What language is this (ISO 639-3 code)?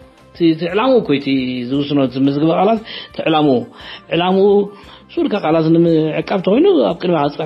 tir